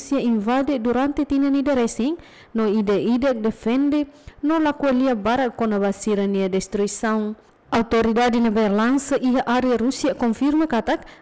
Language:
Tetum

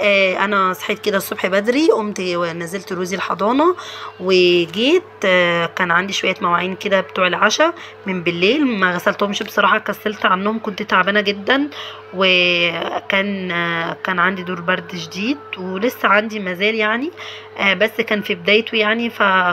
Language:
Egyptian Arabic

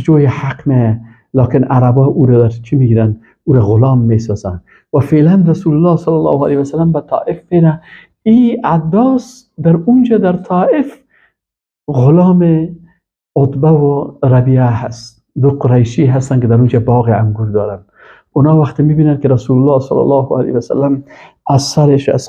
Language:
Persian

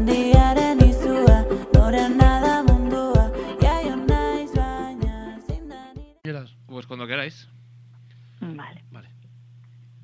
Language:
Basque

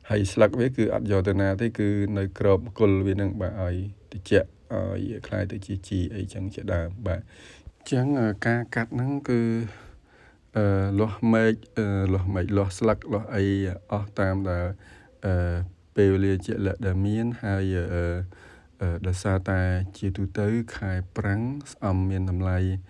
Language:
Khmer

